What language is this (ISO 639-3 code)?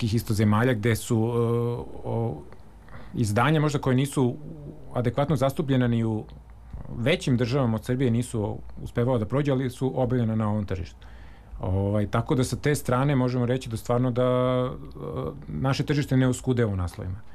srp